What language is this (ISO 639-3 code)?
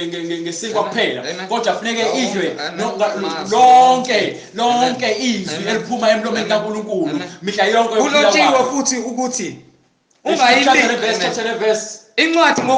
zul